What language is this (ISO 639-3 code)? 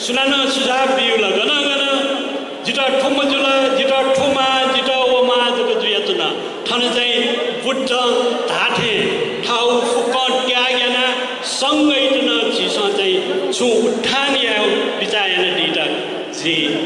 new